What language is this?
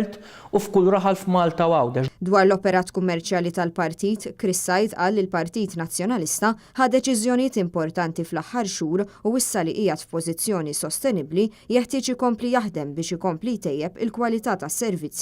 Maltese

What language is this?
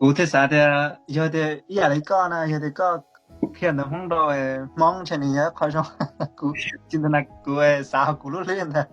Hmong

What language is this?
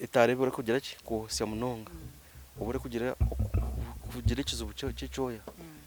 Nyankole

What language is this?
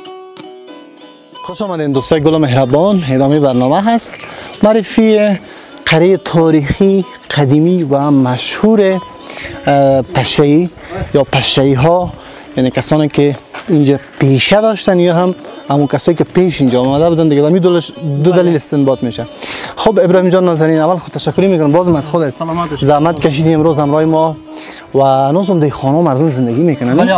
Persian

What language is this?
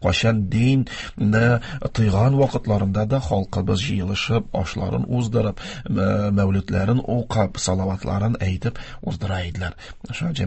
Tatar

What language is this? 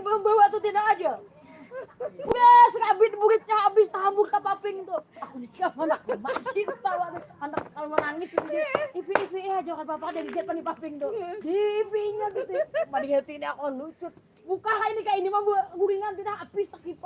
Banjar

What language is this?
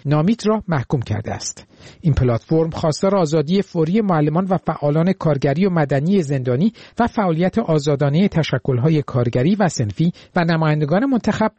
Persian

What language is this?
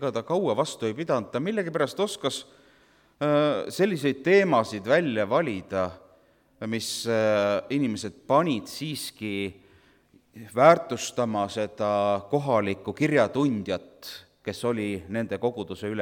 Estonian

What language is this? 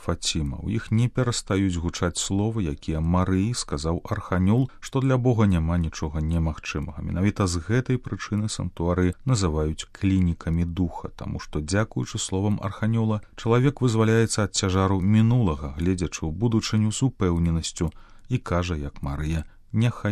Belarusian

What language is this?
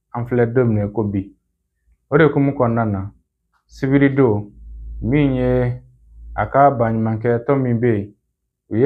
Bambara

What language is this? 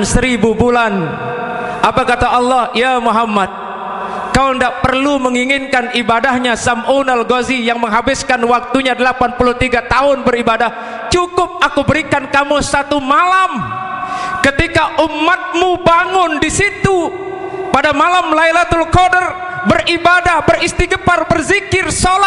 Sasak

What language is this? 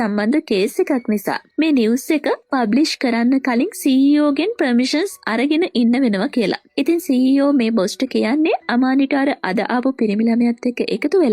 Sinhala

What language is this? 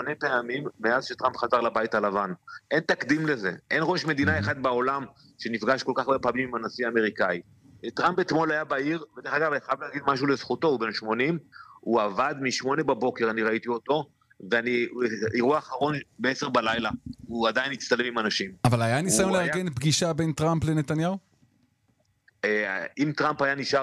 Hebrew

